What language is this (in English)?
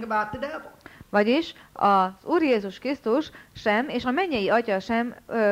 Hungarian